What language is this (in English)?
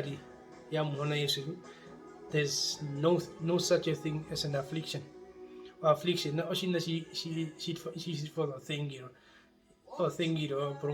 Herero